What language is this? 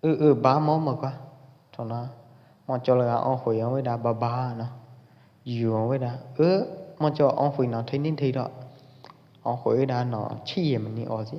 Pwo Eastern Karen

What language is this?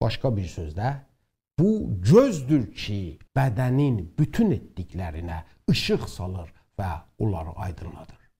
South Azerbaijani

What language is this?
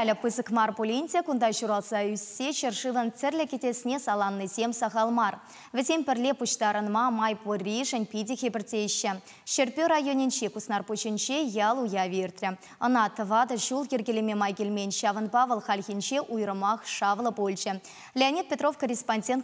Chuvash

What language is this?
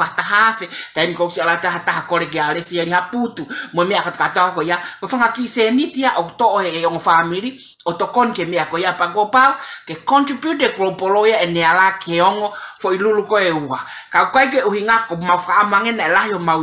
Tongan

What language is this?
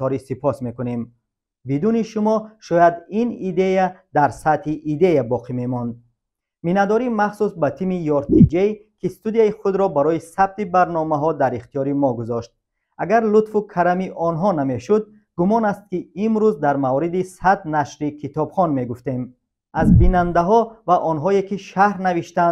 Tajik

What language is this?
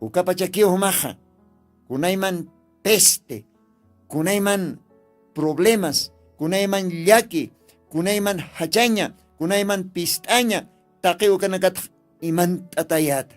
Aymara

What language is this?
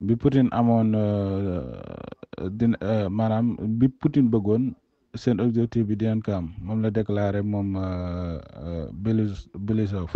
Wolof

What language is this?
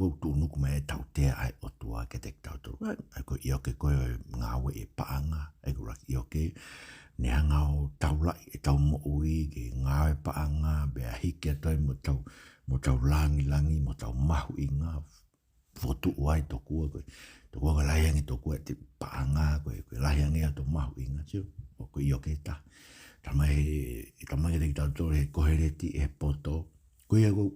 Tongan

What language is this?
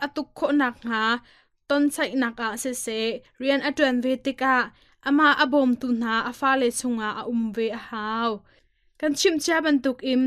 Hakha Chin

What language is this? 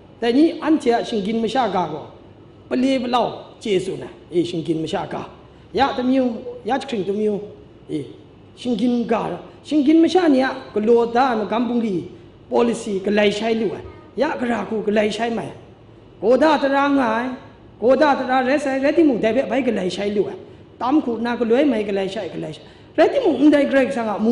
Kachin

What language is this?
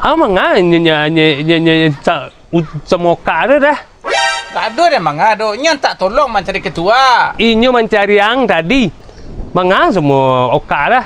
Minangkabau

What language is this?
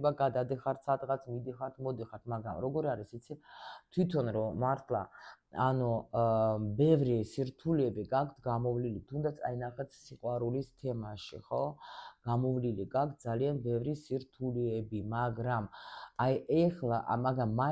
Georgian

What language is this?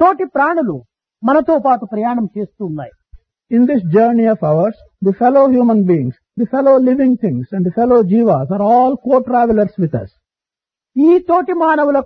Telugu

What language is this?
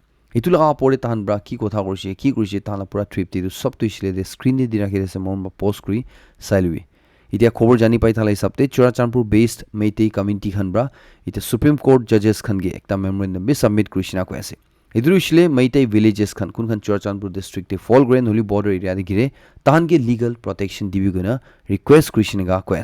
Naga Pidgin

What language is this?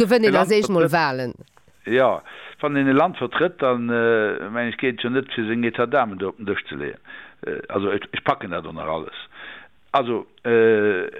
Luxembourgish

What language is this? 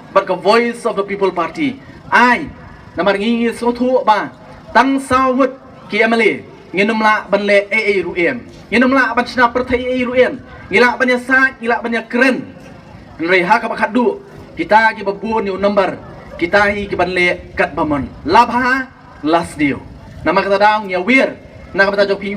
Khasi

